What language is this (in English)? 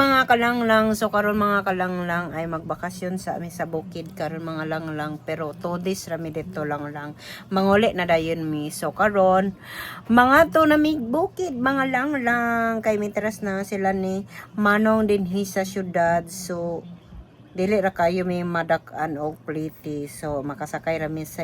Cebuano